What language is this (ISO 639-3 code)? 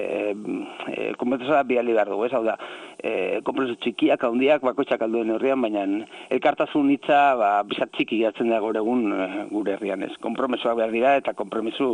eus